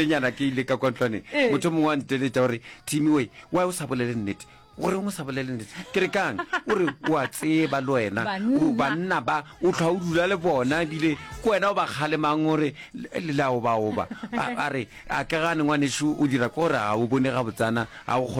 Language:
Northern Sotho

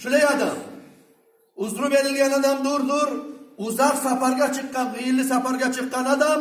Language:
Kumyk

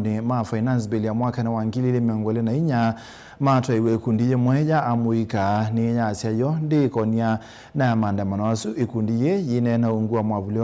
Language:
Kamba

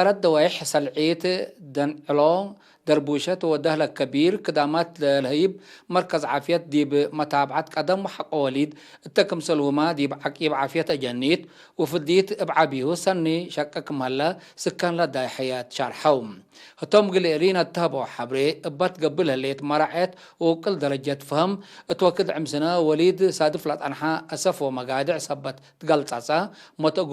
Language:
Tigre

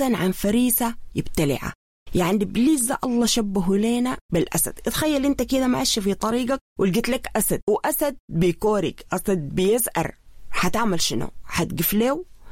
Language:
Sudanese Arabic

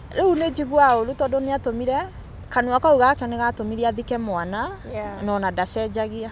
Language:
Kikuyu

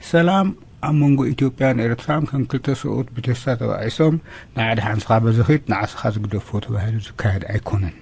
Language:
Tigrinya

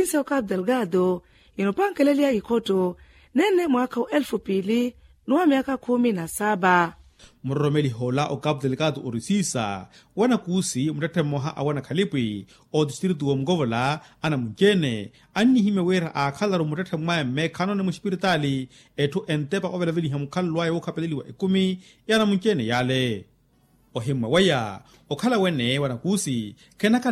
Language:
Makhuwa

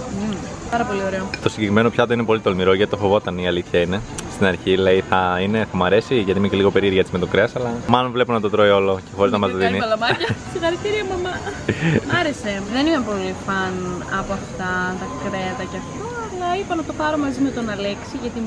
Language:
Greek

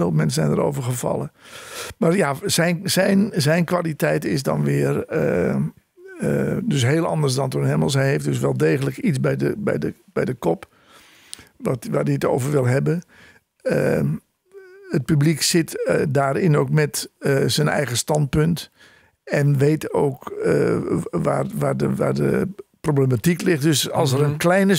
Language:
Dutch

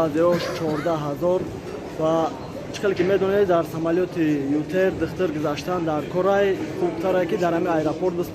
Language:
Tajik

